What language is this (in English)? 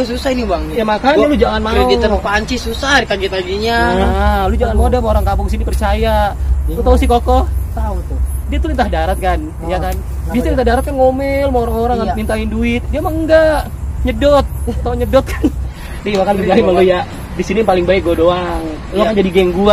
Betawi